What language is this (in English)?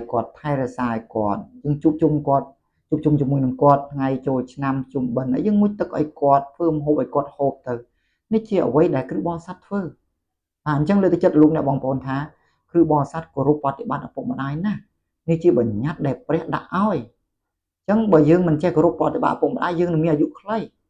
Khmer